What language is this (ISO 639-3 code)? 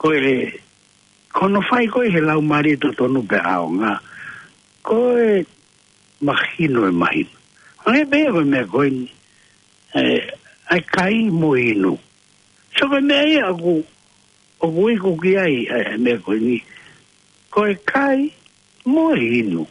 ton